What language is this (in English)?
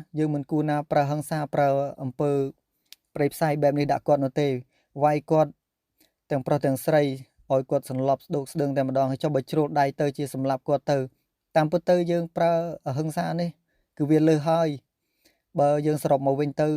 Khmer